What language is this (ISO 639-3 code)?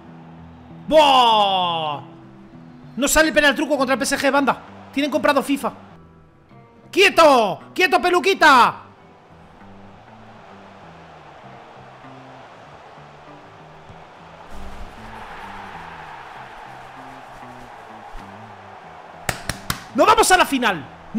spa